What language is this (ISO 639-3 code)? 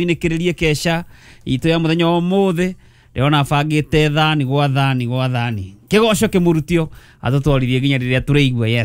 kik